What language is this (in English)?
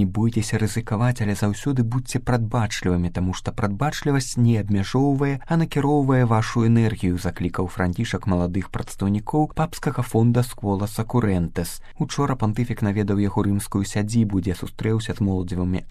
Belarusian